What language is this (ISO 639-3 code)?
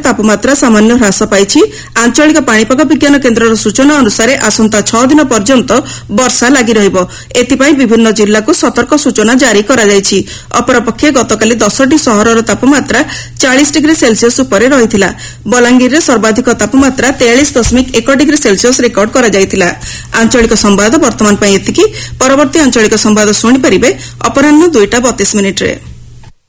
ori